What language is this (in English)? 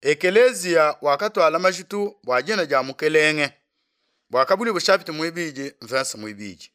Luba-Lulua